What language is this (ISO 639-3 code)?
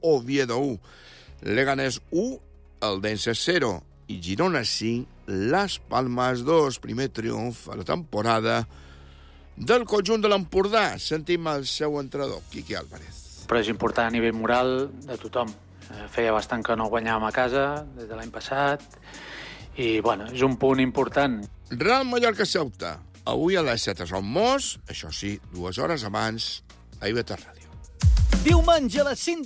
cat